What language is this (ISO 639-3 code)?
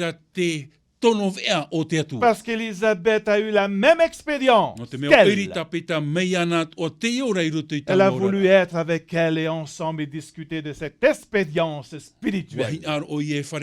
tah